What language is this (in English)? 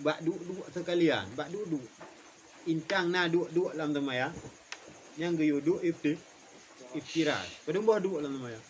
Achinese